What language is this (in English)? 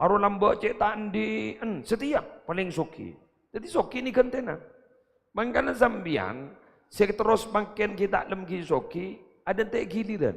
Madurese